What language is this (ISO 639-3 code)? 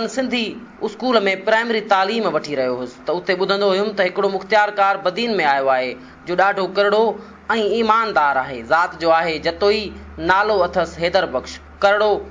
snd